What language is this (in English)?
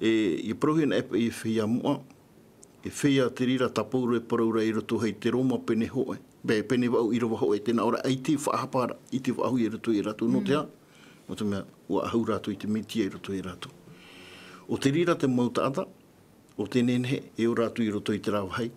Tahitian